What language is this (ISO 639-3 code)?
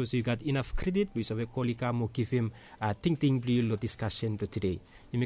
bis